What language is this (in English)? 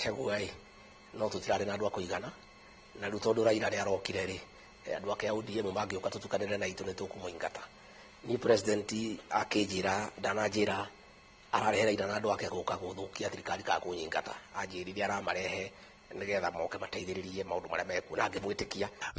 Kikuyu